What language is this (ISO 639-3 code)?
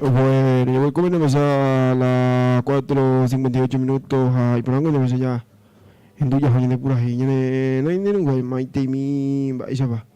grn